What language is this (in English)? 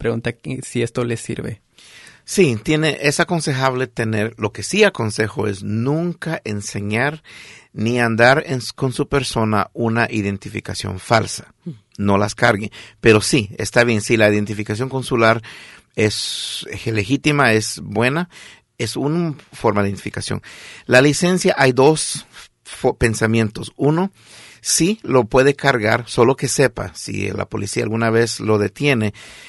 Spanish